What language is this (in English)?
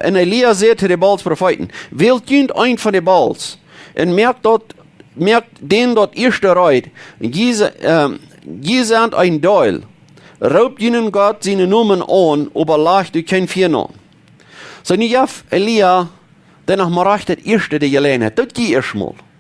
Plautdietsch